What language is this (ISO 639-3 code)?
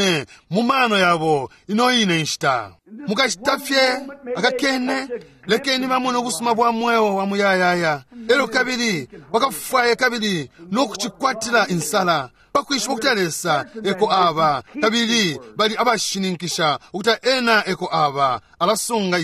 bem